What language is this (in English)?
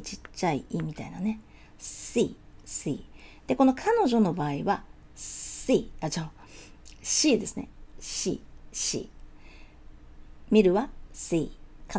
Japanese